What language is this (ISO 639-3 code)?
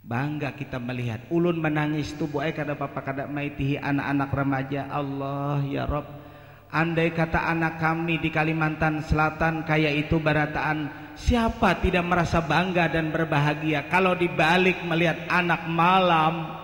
bjn